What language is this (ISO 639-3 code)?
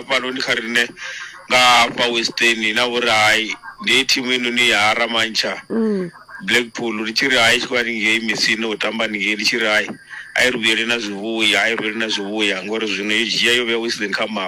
ven